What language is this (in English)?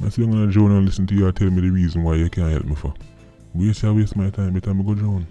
Jamaican Creole English